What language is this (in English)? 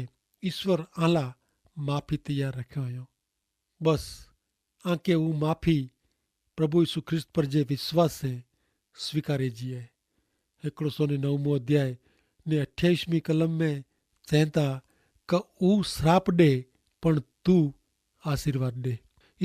Kachhi